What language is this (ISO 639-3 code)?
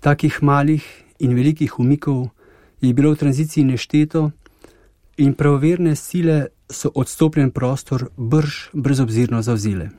slv